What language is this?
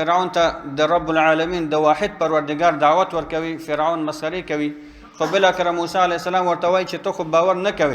Pashto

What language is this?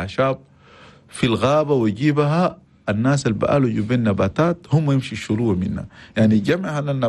Chadian Arabic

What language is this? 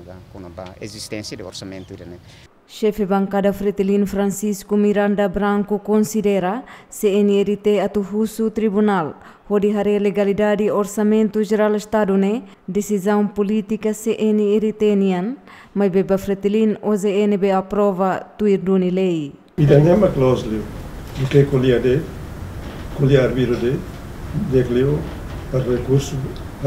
Tetum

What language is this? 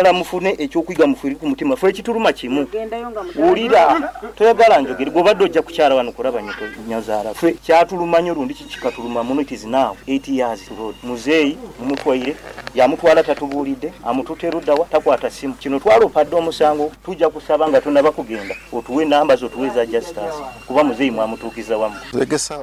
Nyoro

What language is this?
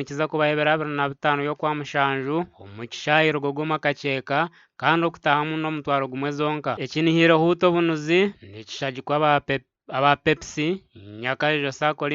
Nyankole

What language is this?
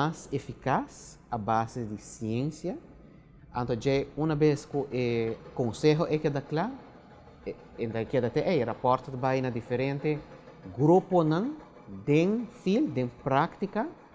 Papiamento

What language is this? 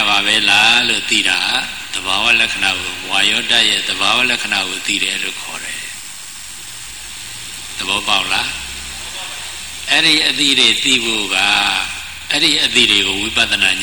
Burmese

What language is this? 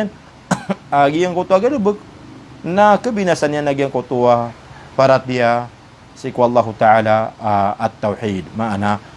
Maranao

